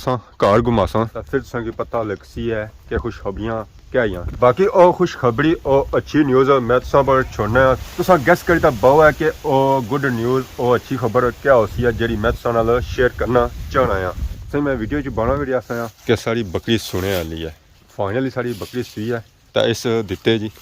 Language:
Pahari-Potwari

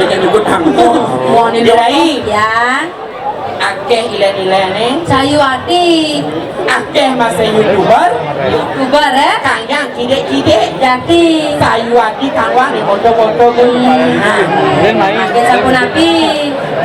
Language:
Balinese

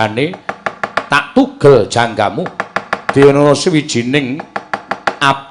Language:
Javanese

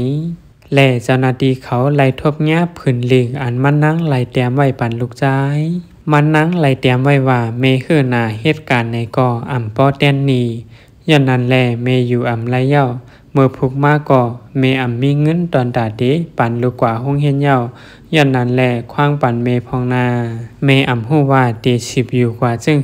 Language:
Shan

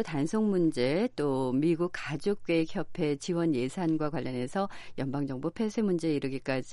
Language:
Korean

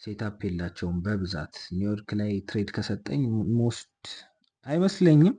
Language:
Amharic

